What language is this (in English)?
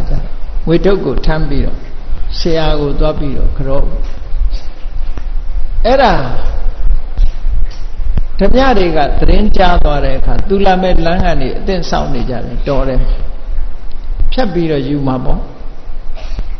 Burmese